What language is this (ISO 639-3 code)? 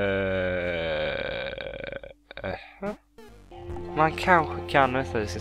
swe